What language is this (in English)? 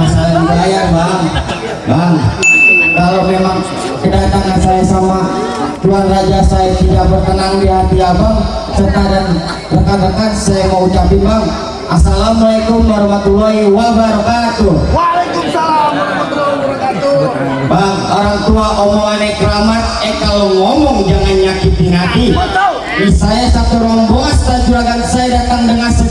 Betawi